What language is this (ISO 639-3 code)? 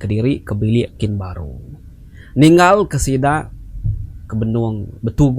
iba